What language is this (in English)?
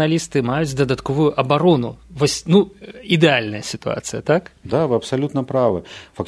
Belarusian